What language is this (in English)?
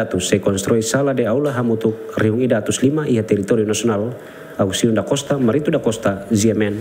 Tetum